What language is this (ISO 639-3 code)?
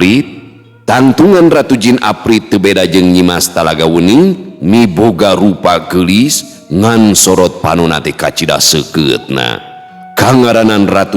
sun